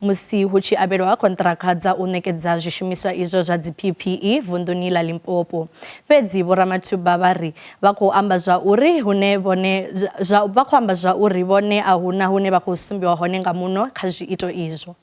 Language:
Venda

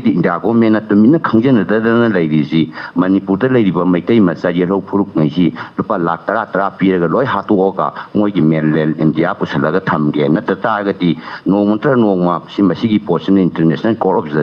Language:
Manipuri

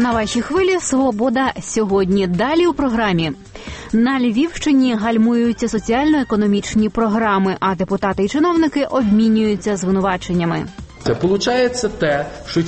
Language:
Ukrainian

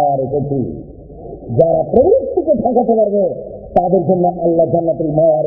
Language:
Bangla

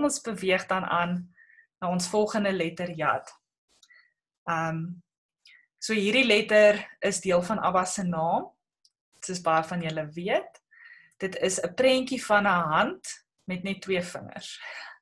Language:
Afrikaans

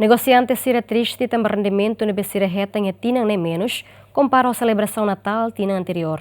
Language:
Tetum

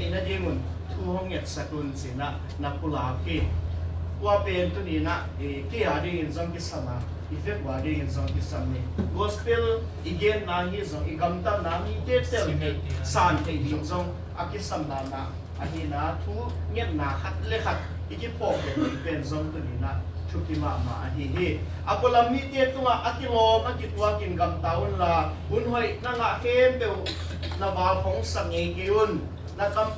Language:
Tedim Chin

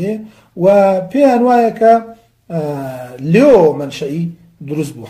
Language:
Central Kurdish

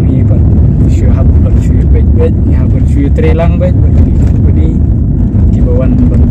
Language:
Khasi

